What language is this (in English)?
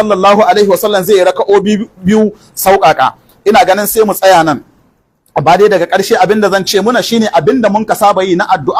Hausa